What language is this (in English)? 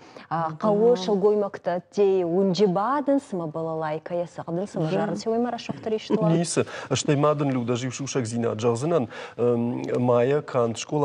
Ossetic